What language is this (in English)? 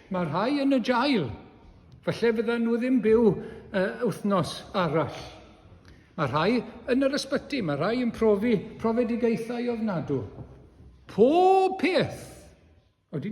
Welsh